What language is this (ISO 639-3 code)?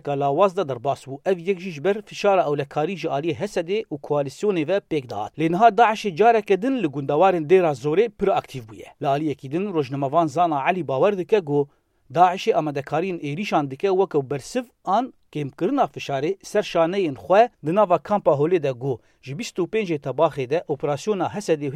kur